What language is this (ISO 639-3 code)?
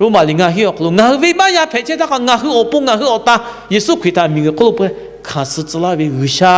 lhu